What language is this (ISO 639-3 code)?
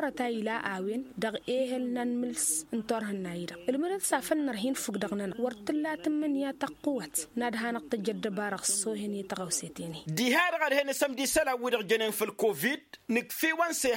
taq